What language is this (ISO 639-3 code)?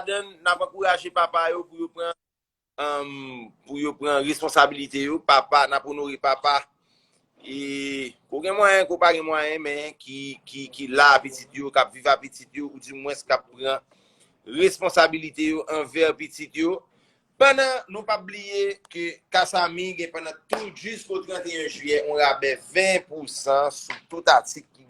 hat